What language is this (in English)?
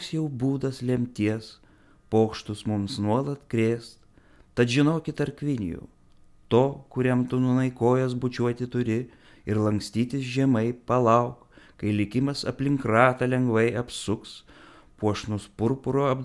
Lithuanian